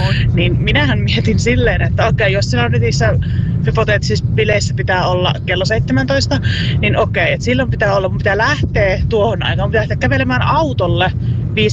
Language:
Finnish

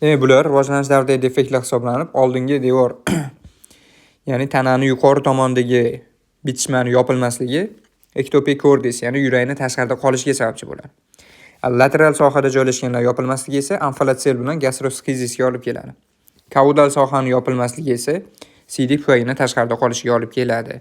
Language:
Uzbek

